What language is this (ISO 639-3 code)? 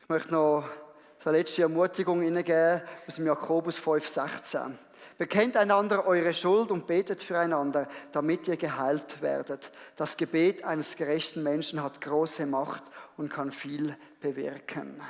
gsw